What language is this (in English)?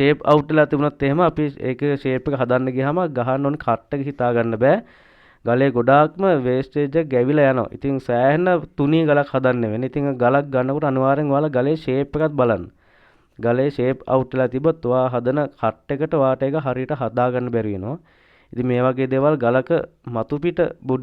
Sinhala